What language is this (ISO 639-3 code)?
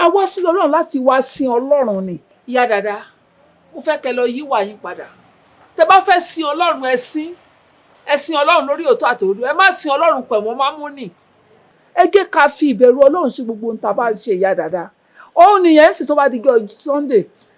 yor